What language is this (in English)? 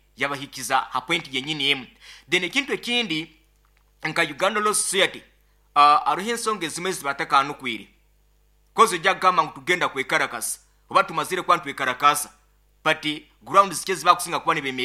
Nyoro